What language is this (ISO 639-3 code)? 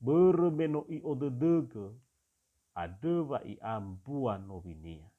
nia